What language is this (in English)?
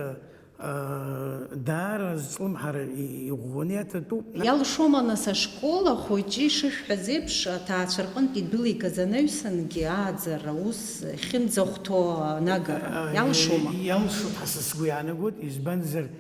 Abkhazian